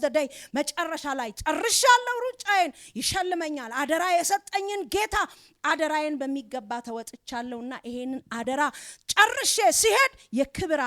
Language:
Amharic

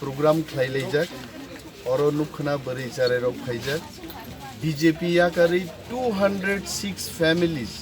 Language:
Kok Borok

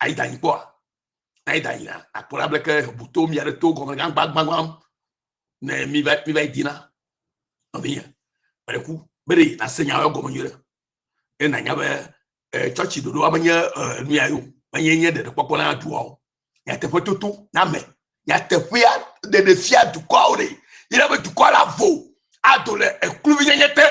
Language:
Ewe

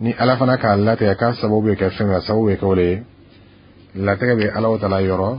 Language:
Bambara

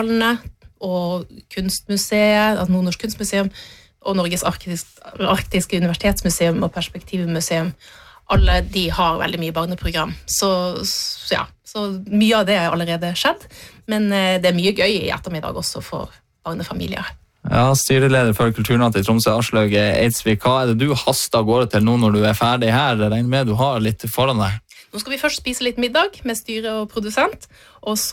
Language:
Norwegian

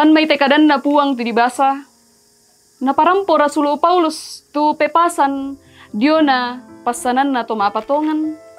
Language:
Toraja-Sa'dan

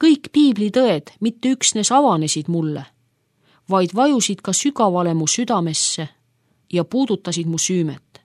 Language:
Estonian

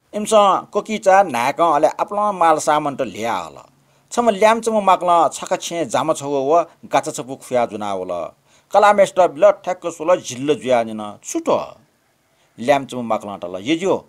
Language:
Newari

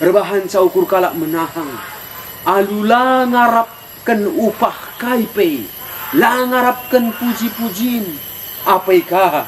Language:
Batak Karo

